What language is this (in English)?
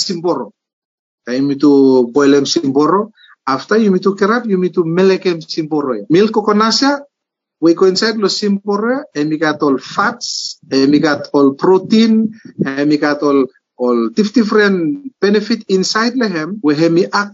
Bislama